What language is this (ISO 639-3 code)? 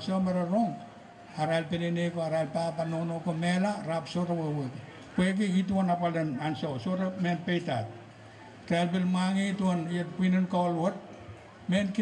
pon